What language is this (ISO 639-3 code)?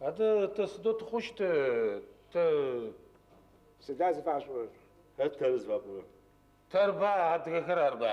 ady